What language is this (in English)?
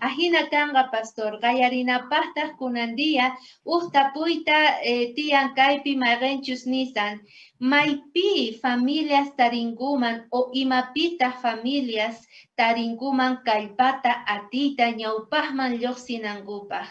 South Bolivian Quechua